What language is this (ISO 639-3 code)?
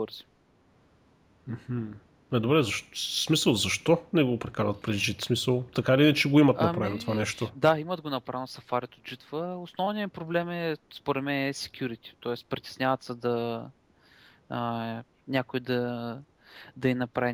bul